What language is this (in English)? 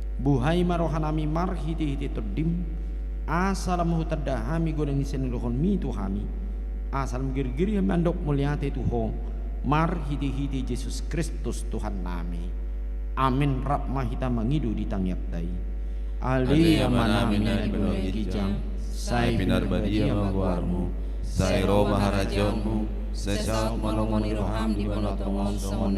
Batak Toba